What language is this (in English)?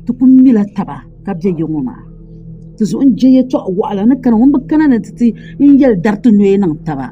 Dagbani